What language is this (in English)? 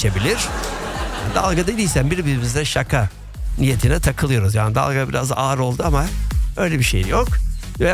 Turkish